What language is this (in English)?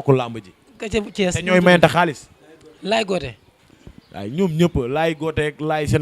Wolof